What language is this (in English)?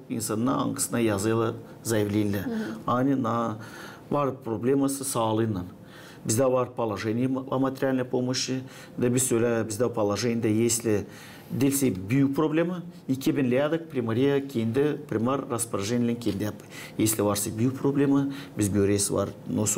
Gagauz